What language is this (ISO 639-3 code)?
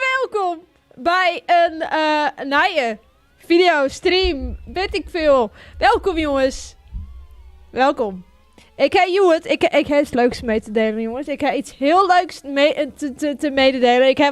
fry